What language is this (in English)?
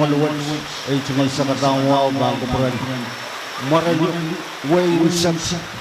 Pohnpeian